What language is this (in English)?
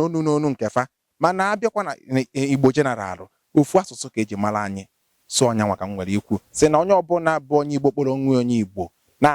Igbo